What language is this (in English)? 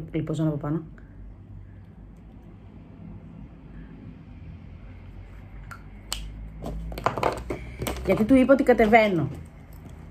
Greek